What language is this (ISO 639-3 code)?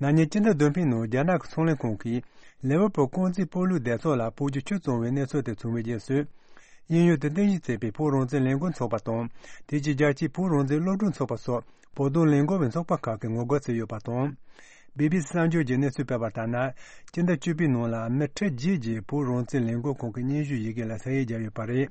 bod